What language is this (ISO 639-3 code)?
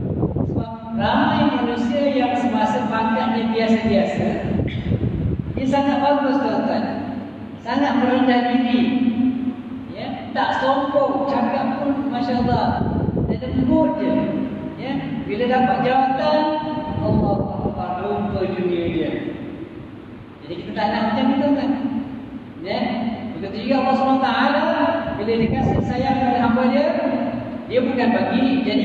msa